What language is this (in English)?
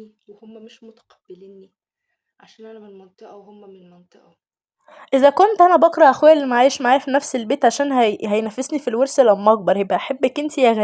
Egyptian Arabic